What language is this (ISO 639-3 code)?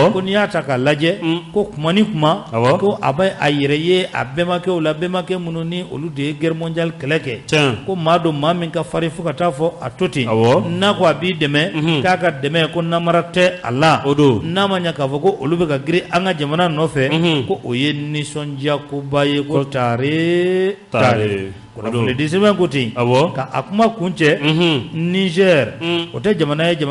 bam